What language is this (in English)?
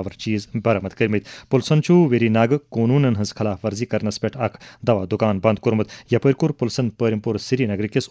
Kashmiri